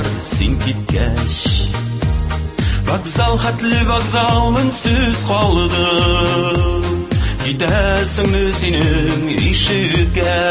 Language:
Tatar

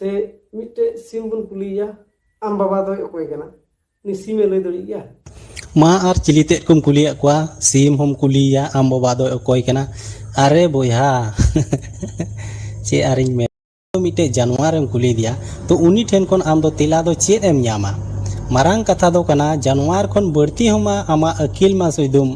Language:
Santali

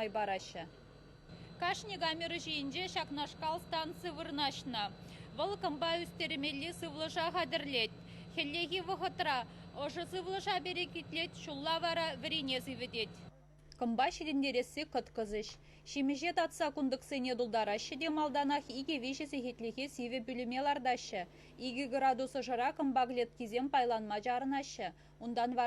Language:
Chuvash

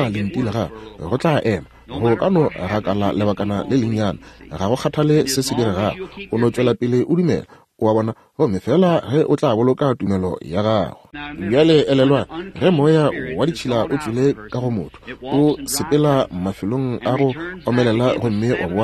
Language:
Northern Sotho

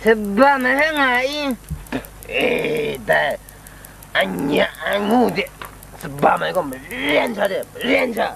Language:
Kachin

